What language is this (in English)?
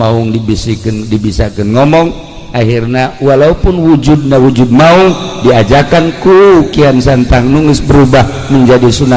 Sundanese